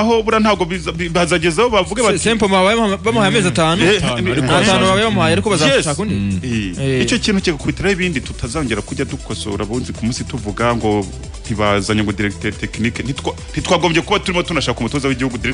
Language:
Kinyarwanda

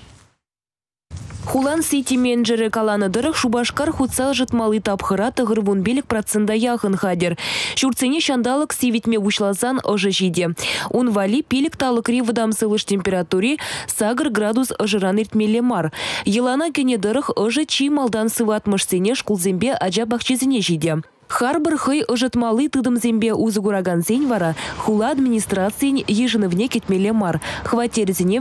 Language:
Chuvash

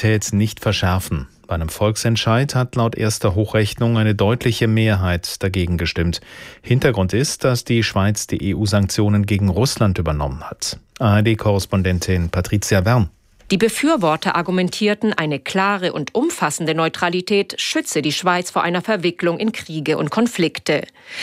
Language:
German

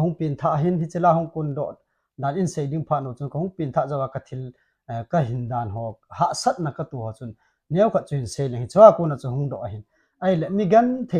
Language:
Thado Chin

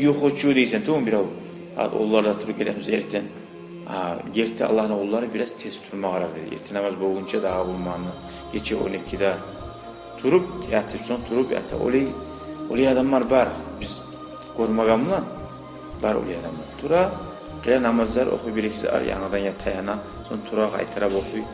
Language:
Kumyk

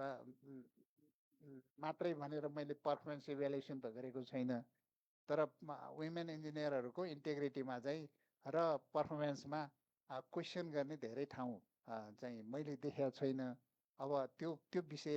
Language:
Nepali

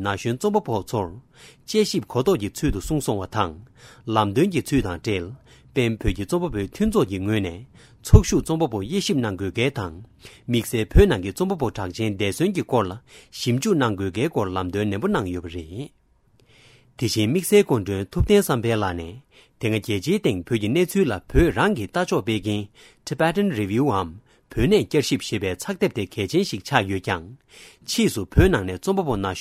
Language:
Tibetan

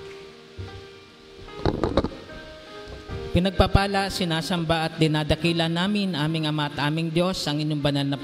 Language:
Filipino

